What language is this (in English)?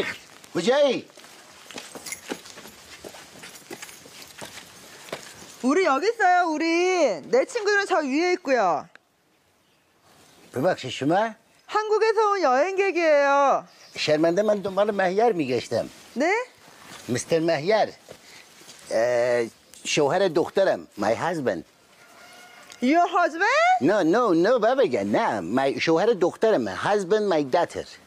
Persian